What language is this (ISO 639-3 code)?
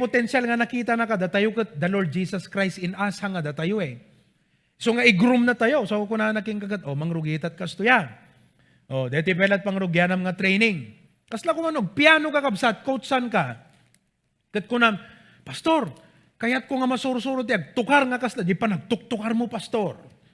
ilo